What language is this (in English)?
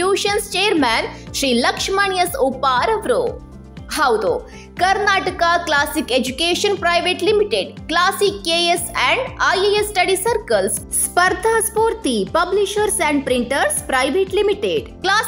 Kannada